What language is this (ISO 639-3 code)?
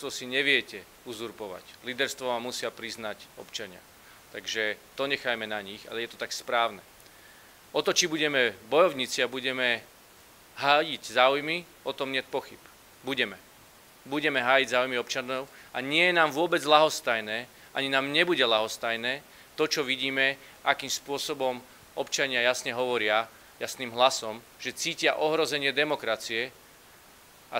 slk